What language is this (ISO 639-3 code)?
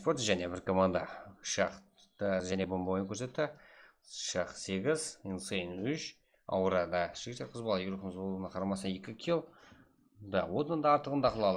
kaa